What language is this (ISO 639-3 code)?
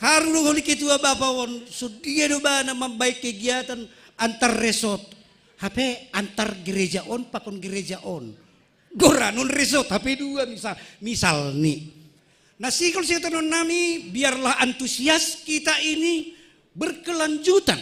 bts